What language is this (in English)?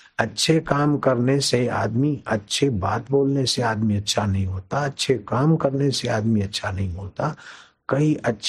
Hindi